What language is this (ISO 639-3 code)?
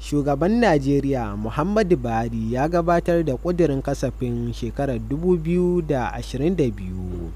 hau